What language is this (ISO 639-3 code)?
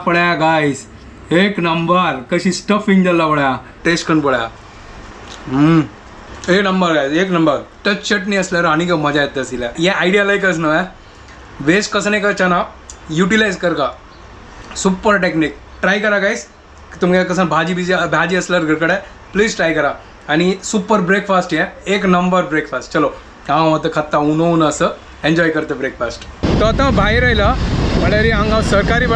kok